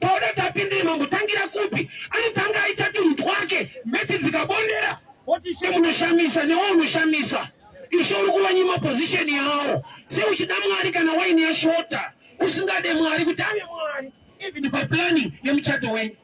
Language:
Shona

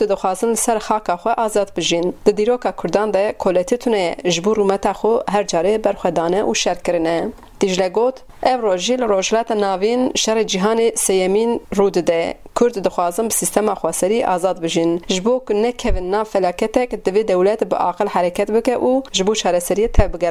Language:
Kurdish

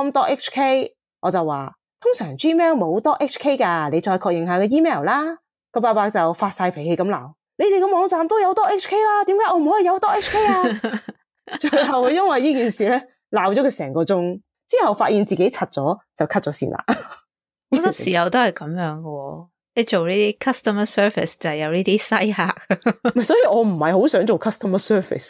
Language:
Cantonese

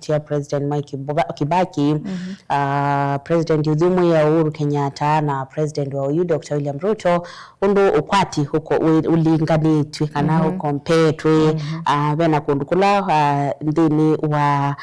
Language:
Kamba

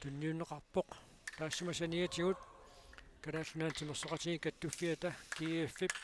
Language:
Kalaallisut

